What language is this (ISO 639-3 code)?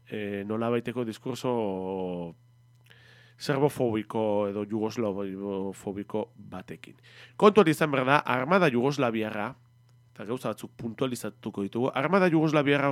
eus